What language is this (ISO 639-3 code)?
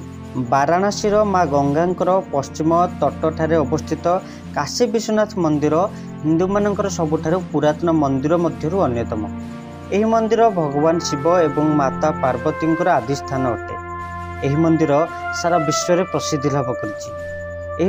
ori